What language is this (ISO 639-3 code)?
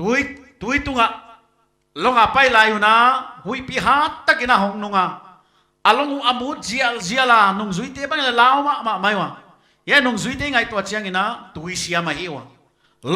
pck